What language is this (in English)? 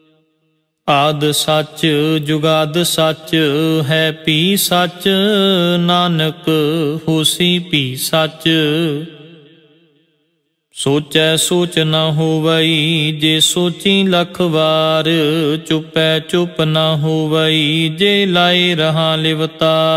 Punjabi